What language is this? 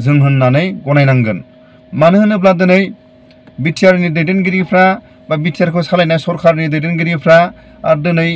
Bodo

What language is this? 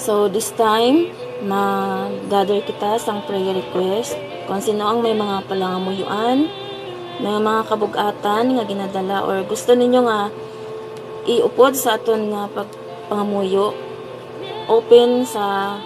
Hiligaynon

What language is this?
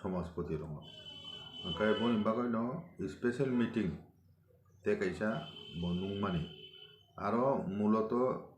Kok Borok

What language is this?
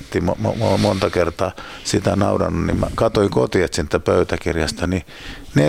Finnish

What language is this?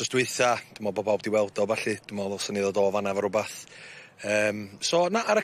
Welsh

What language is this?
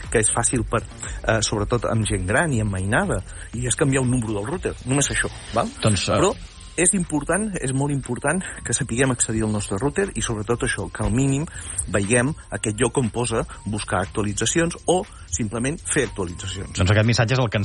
Catalan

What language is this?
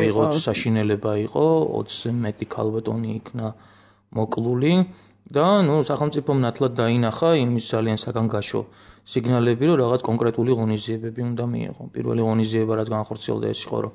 Georgian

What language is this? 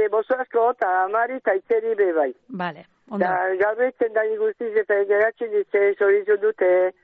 Basque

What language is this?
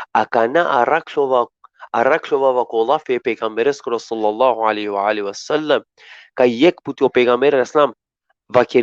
Balkan Romani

